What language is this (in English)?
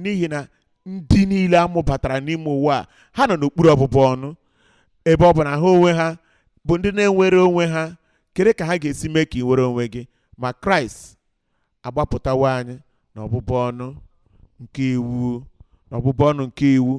Igbo